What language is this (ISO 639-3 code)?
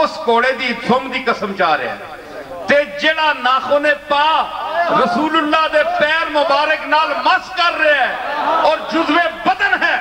lah